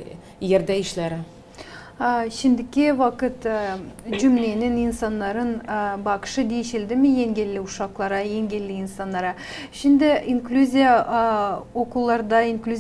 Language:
Gagauz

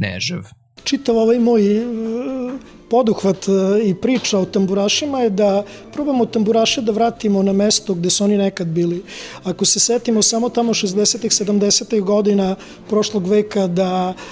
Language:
Serbian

